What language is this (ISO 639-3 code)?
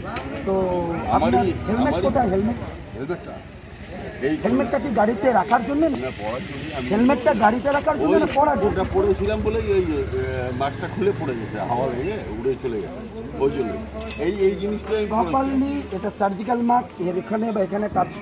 ben